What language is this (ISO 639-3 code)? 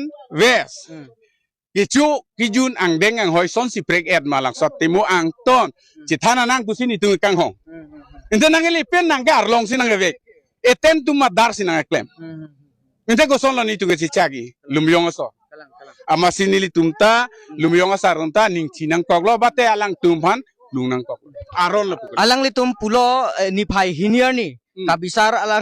mjw